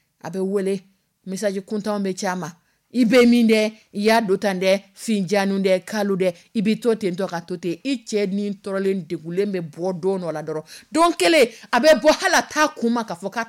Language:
Dyula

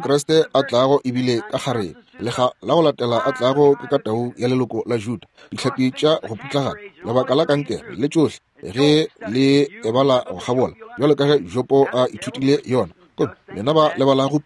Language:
Northern Sotho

